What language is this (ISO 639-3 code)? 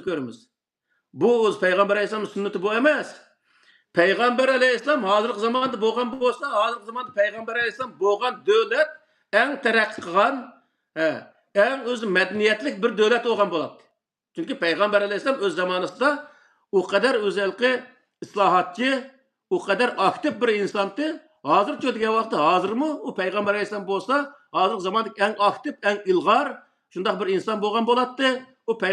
uig